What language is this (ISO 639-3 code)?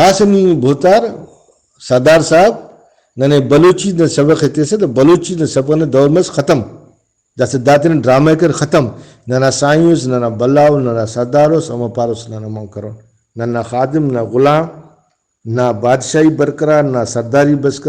brh